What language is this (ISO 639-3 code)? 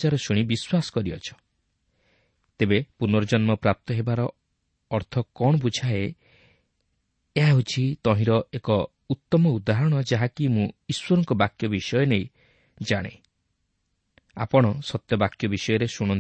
ori